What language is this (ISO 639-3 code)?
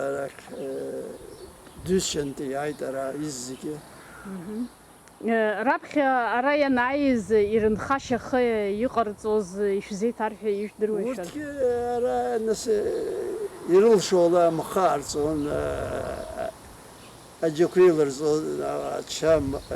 abk